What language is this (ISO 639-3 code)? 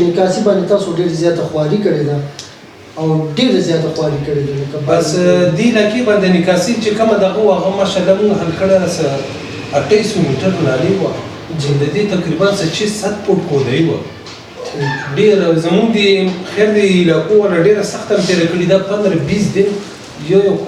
pus